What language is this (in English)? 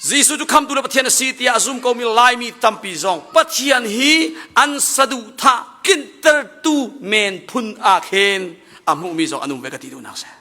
Hakha Chin